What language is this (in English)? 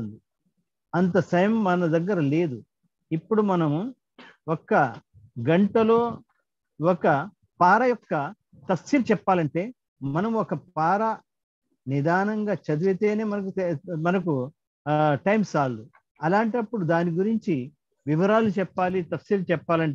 Telugu